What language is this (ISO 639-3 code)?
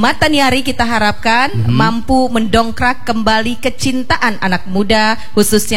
ind